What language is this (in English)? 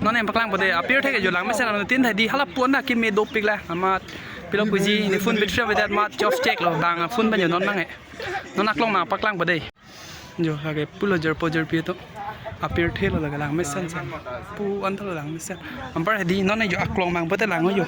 Karbi